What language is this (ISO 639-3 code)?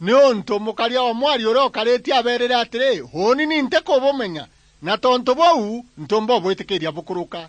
mer